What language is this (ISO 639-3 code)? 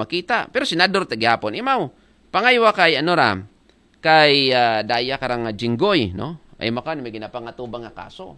akl